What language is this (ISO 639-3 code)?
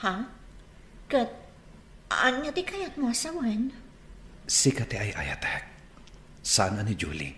ilo